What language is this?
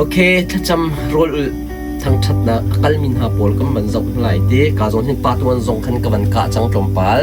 Hakha Chin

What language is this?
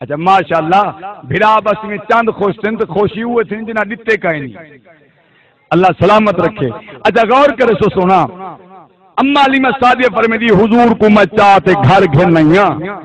Saraiki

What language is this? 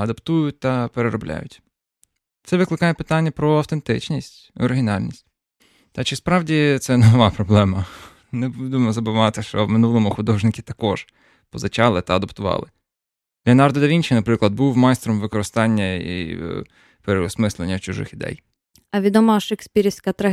Ukrainian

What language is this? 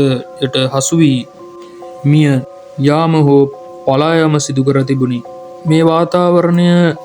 Sinhala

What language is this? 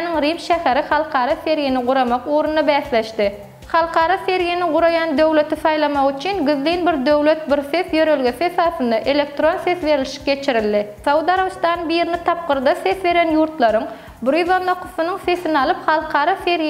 Turkmen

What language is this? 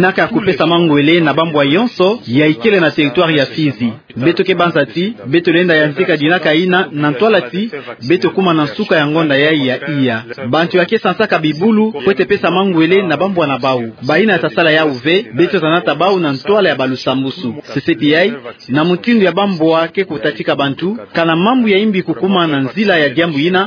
Kituba (Democratic Republic of Congo)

